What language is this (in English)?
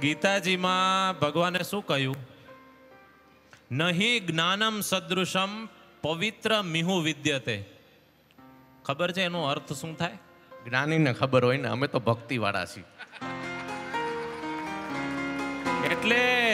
Gujarati